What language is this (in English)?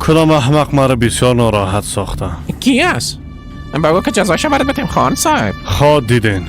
Persian